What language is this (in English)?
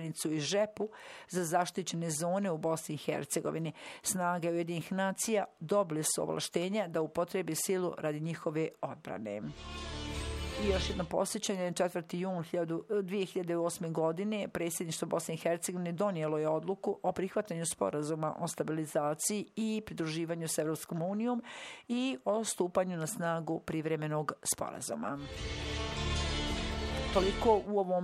Bosnian